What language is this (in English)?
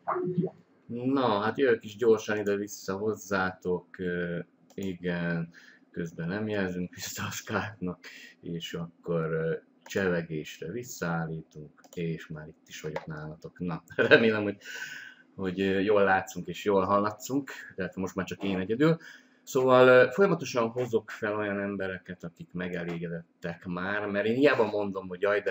Hungarian